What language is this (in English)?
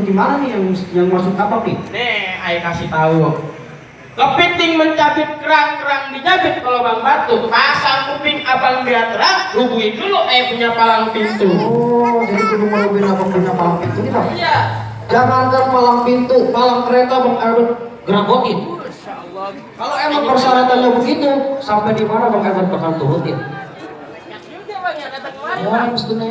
Betawi